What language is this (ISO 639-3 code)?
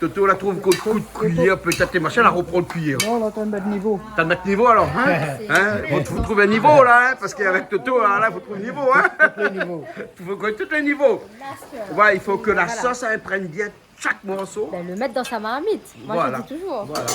rcf